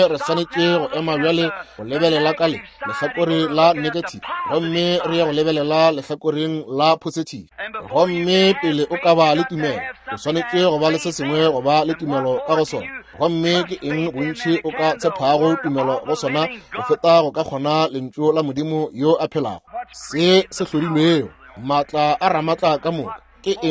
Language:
Northern Sotho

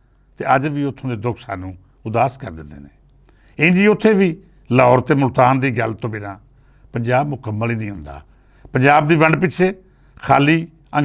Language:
Western Panjabi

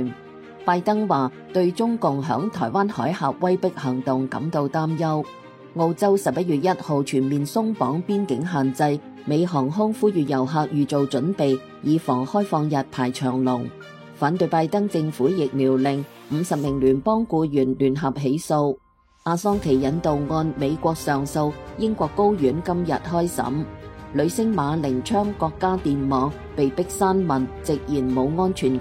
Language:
Cantonese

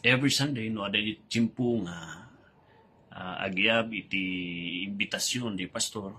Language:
Iloko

